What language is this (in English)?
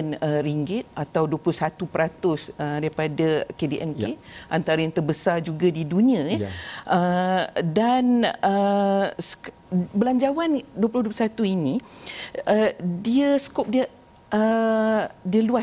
Malay